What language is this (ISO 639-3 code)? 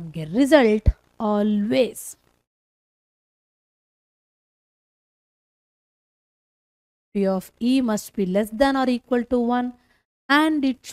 kan